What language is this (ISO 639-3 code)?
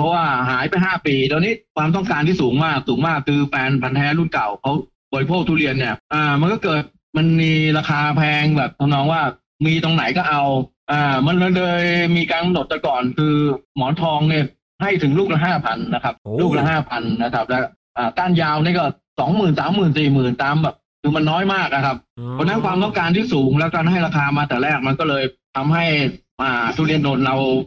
tha